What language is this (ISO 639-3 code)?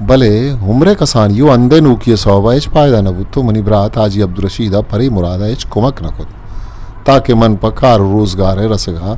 bgp